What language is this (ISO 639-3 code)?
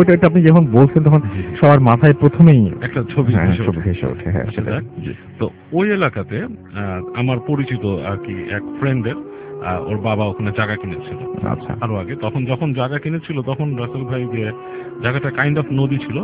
ben